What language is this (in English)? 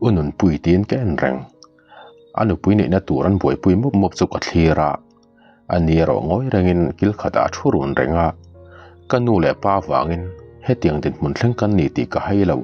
Mizo